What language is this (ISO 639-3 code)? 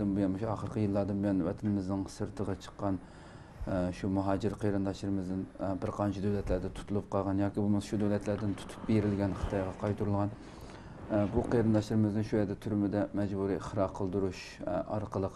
uig